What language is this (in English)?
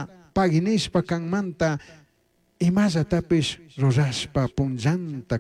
Chimborazo Highland Quichua